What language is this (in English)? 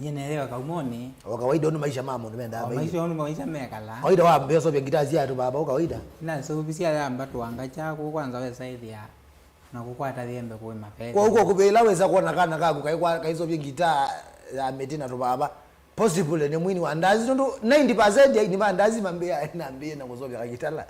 Kamba